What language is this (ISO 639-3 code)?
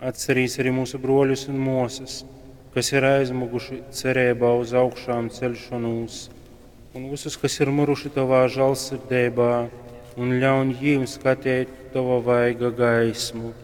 ltg